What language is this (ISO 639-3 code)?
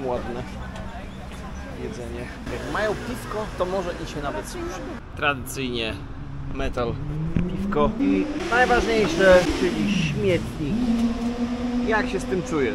pol